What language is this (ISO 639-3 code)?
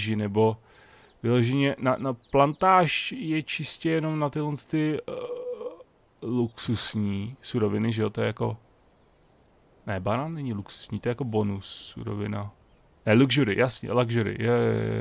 ces